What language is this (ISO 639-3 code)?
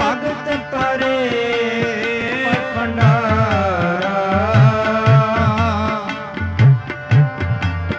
pan